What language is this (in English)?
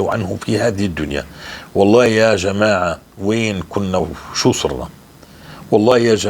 North Levantine Arabic